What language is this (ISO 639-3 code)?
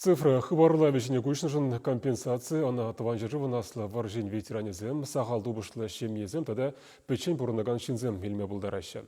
chv